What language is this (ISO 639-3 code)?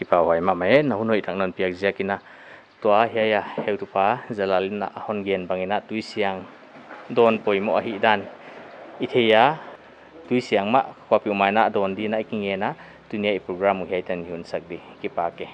pck